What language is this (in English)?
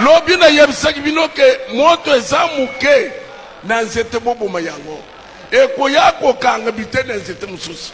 Lingala